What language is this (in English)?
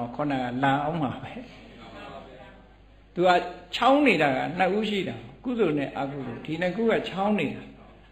Burmese